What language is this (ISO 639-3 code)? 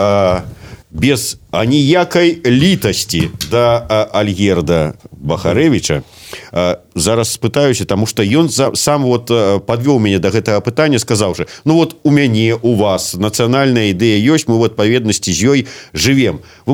bel